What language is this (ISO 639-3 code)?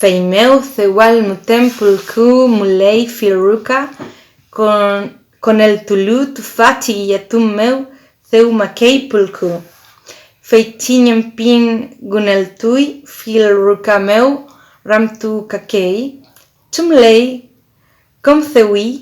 arn